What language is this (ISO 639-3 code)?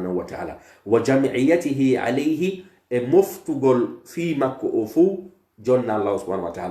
fuf